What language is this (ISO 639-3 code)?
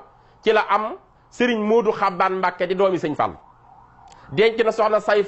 wol